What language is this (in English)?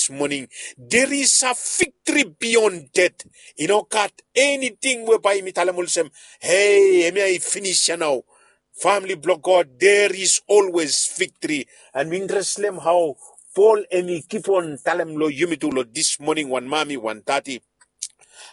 Bislama